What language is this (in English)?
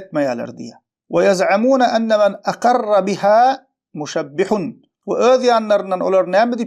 Turkmen